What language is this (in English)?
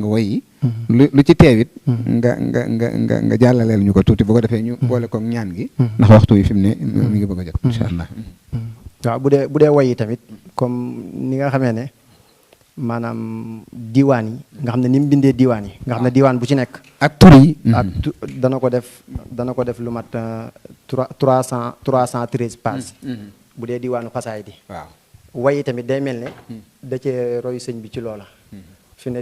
Wolof